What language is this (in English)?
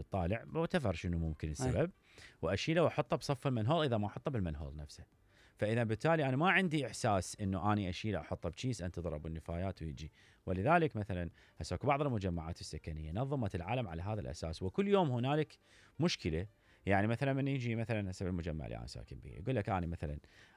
Mesopotamian Arabic